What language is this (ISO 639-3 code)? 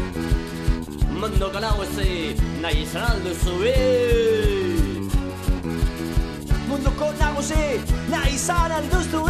eus